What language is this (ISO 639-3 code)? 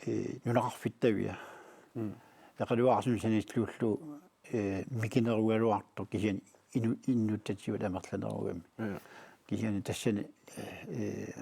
kal